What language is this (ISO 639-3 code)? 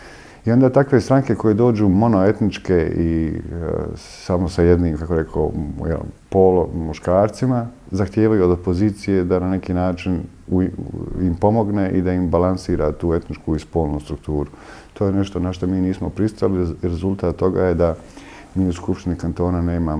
bos